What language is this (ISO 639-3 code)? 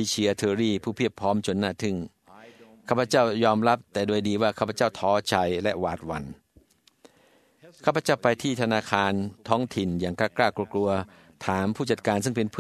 tha